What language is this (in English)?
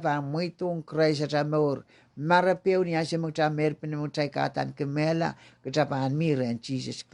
Pohnpeian